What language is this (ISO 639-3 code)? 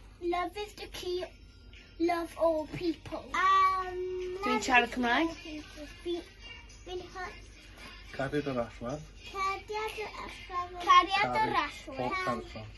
cym